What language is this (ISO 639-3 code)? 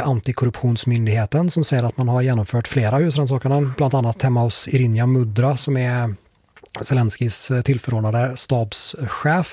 swe